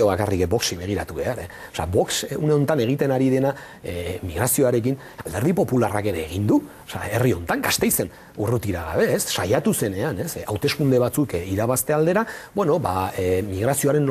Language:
Basque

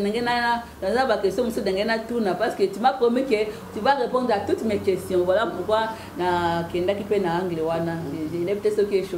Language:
Lingala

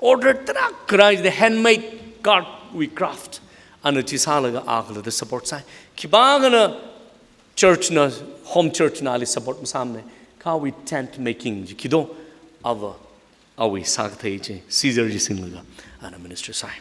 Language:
Tangkhul Naga (India)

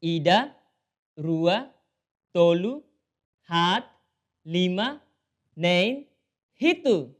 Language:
Tetum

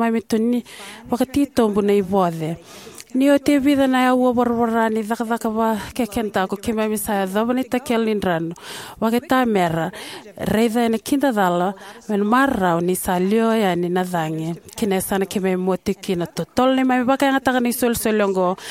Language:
Fijian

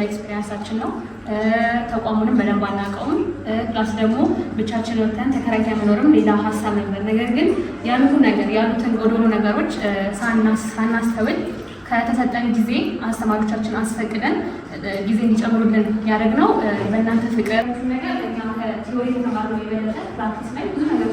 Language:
Amharic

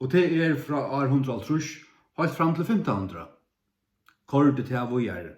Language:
Faroese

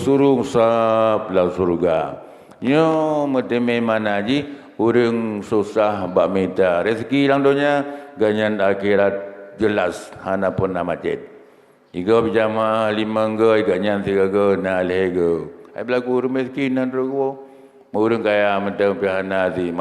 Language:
Achinese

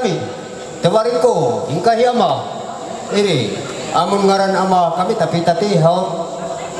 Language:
Ma'anyan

